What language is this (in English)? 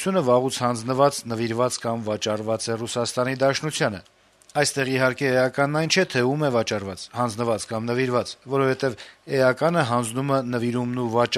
Armenian